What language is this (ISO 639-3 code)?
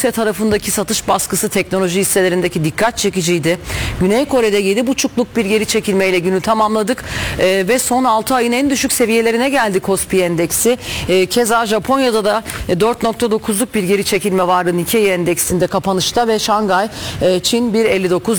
tur